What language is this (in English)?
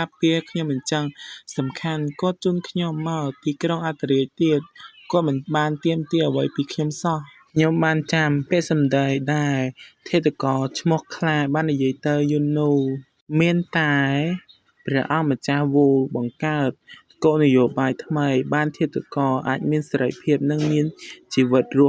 Khmer